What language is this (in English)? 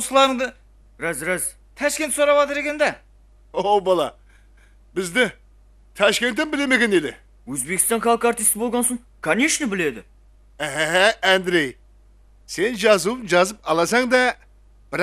Kara-Kalpak